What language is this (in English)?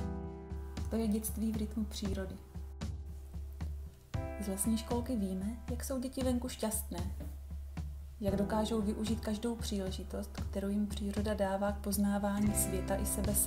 Czech